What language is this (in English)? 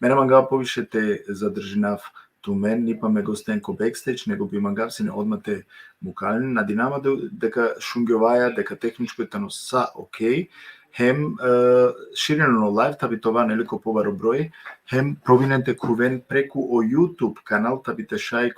Balkan Romani